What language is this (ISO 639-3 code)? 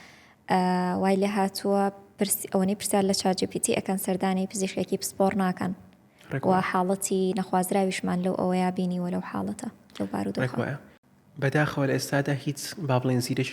ckb